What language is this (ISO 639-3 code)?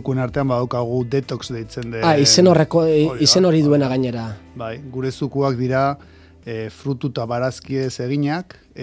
eus